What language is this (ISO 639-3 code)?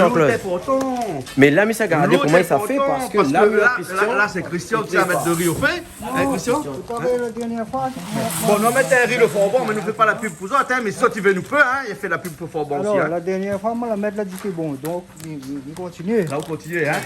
rcf